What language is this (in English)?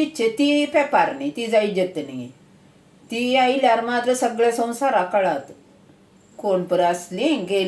Konkani